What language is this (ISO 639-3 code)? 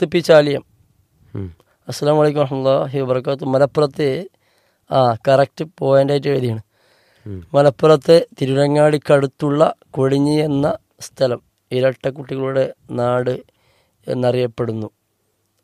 mal